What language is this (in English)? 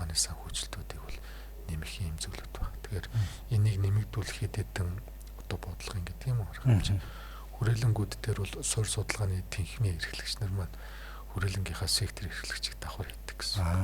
Mongolian